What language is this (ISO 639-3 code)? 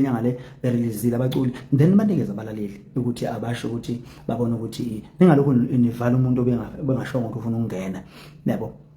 zul